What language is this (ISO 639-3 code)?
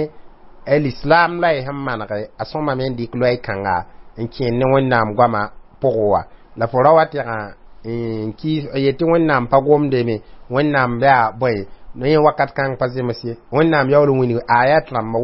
mos